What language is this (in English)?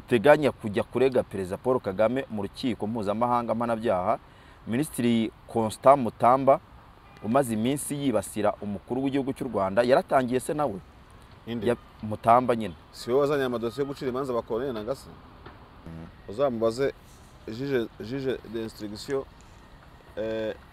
Kinyarwanda